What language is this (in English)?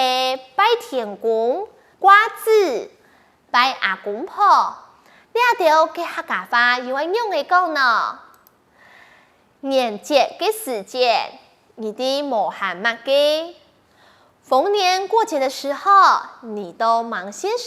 Hakka Chinese